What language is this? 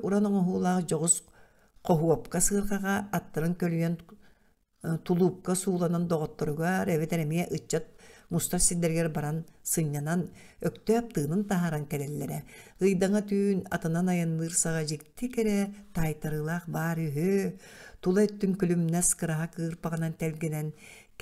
Yakut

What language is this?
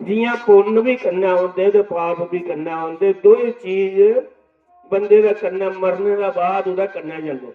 Dogri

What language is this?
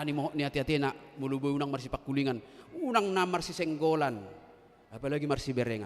Batak Toba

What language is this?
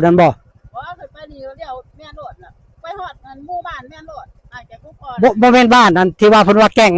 Northeastern Thai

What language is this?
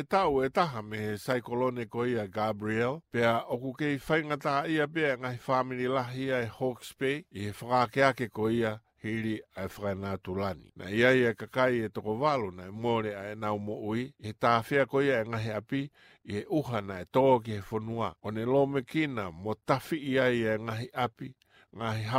Tongan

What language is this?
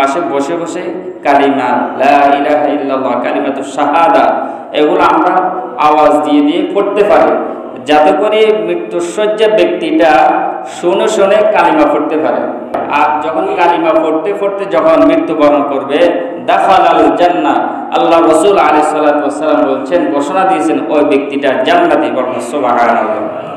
Bangla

